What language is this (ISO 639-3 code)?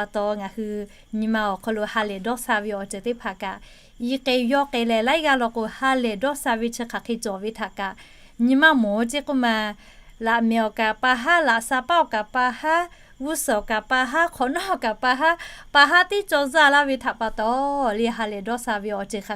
lhu